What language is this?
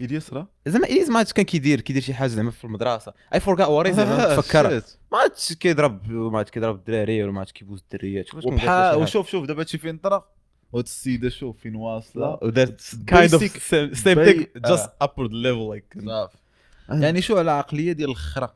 Moroccan Arabic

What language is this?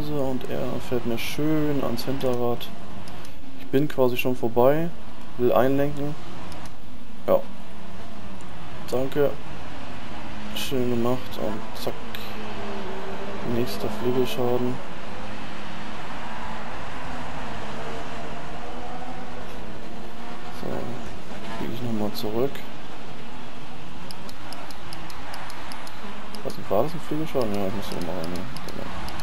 German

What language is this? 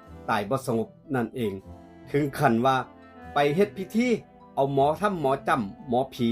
Northeastern Thai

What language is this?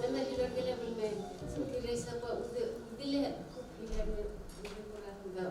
Bashkir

